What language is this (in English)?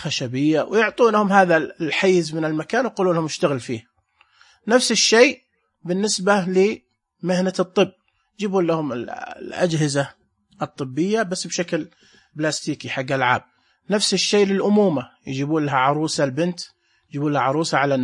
Najdi Arabic